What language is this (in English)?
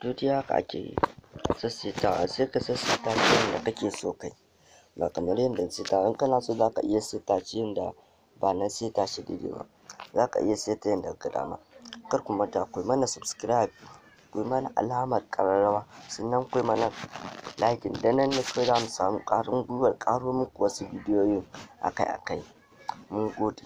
Hausa